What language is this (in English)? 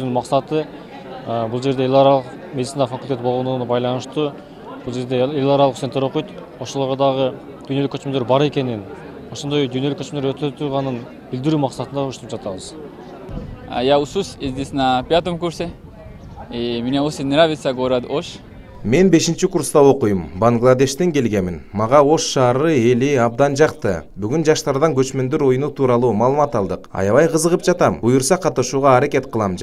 Kyrgyz